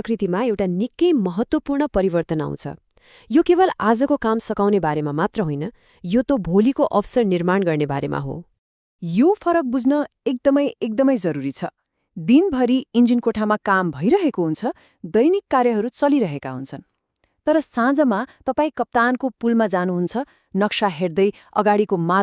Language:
Nepali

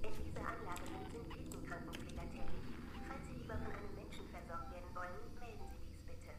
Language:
Bavarian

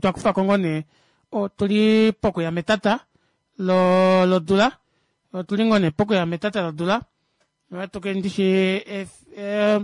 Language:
Kuanyama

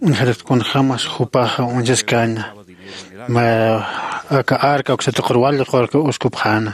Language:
Aymara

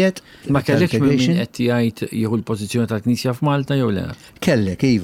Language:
Maltese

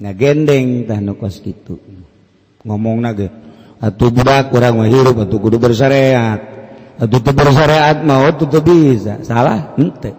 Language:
Sundanese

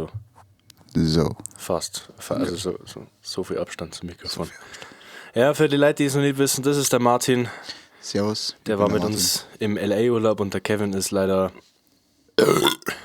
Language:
Bavarian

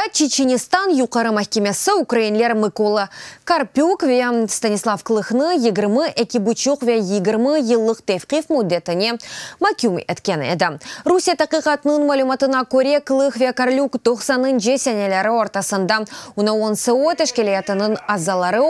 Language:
Crimean Tatar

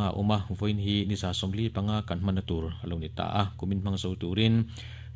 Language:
Mizo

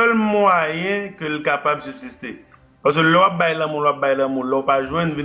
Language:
Haitian Creole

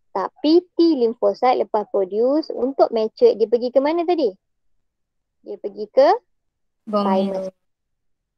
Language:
Malay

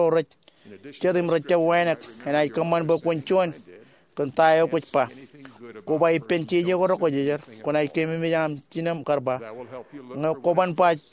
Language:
Marshallese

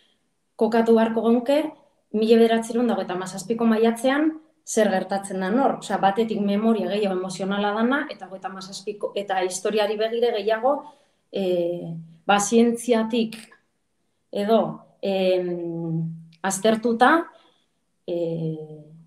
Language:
Basque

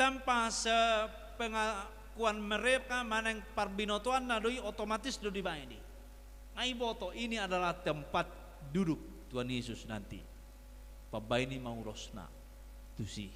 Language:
Batak Toba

